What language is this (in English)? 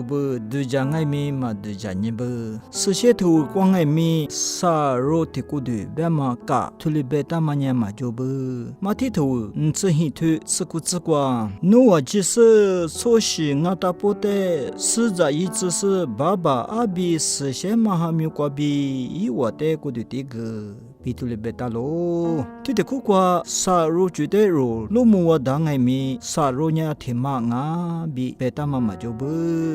Lisu